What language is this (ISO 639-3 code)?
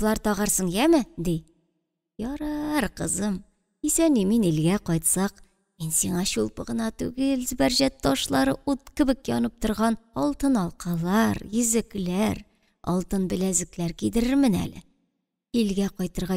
tat